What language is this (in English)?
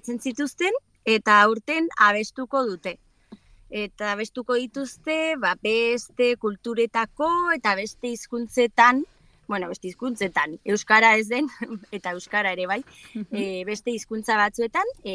Basque